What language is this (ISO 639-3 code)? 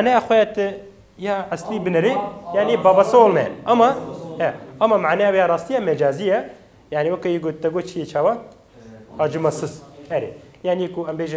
kur